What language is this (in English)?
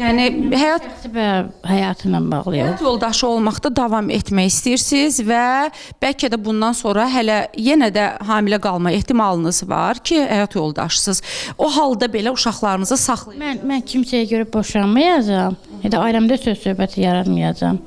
Azerbaijani